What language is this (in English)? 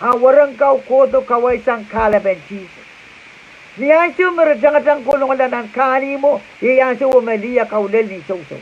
Pohnpeian